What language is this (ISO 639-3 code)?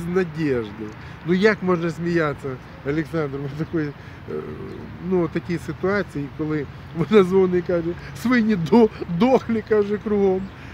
ukr